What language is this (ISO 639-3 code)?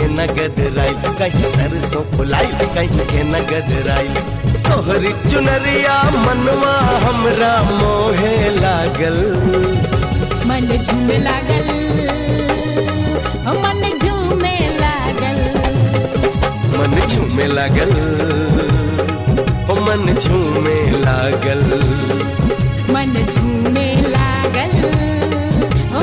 bho